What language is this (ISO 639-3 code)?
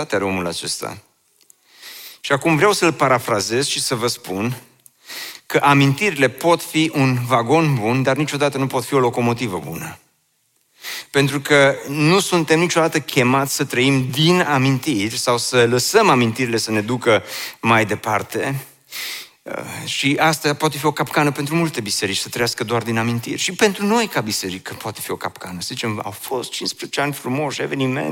ron